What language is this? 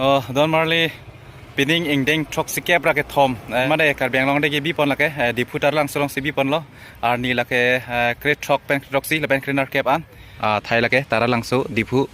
Karbi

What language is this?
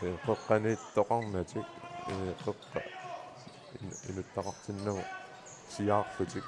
Kalaallisut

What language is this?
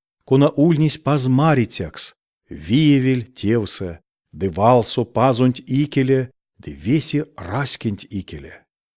Erzya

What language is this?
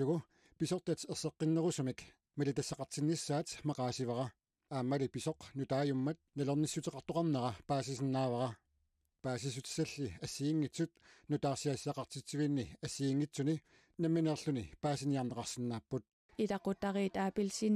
Kalaallisut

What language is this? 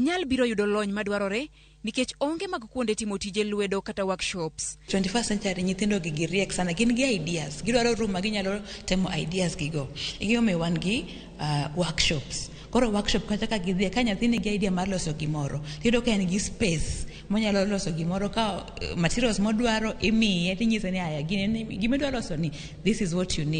Luo (Kenya and Tanzania)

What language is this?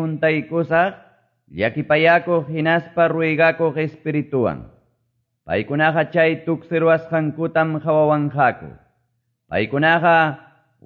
Quechua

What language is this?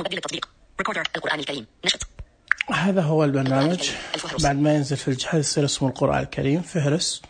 Najdi Arabic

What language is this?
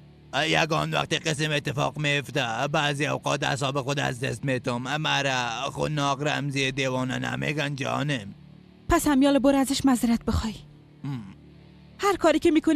Persian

